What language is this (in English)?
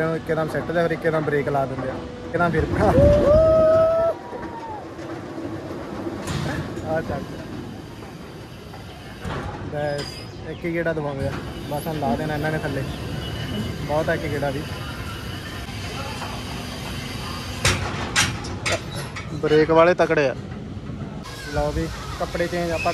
Punjabi